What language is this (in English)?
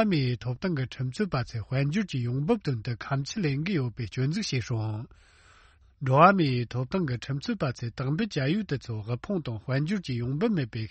Tibetan